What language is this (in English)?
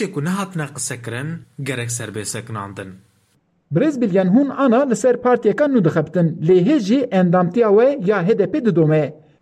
Kurdish